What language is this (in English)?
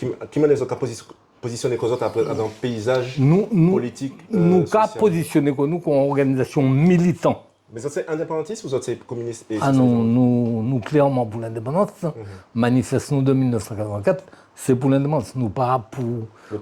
Guadeloupean Creole French